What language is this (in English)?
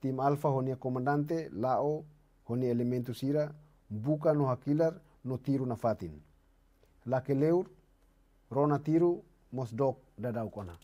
Tetum